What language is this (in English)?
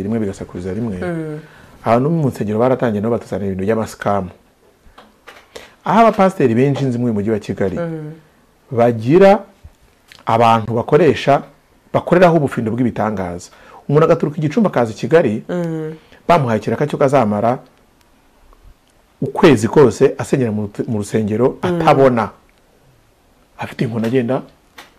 Kinyarwanda